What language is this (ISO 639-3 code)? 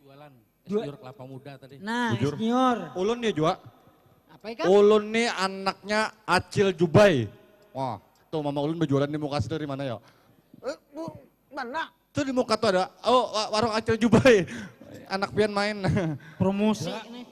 bjn